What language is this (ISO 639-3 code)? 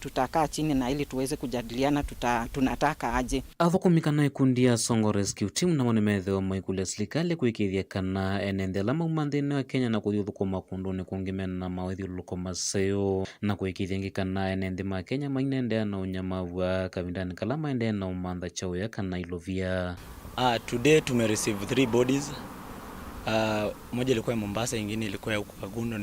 kam